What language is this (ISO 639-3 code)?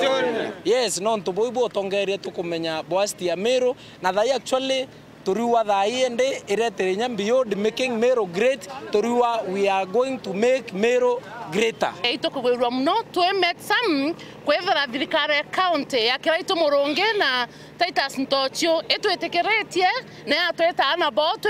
mer